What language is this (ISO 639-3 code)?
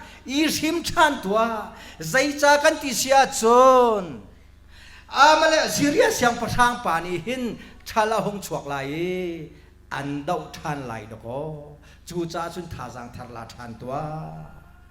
cnh